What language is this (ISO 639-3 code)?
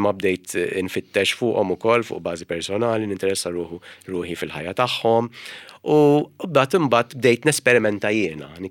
mlt